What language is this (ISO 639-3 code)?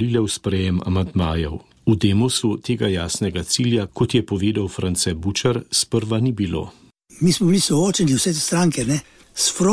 slv